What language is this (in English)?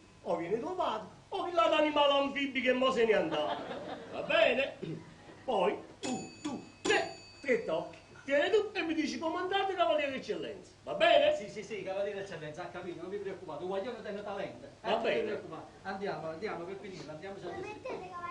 Neapolitan